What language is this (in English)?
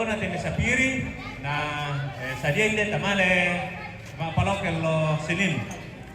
Toraja-Sa'dan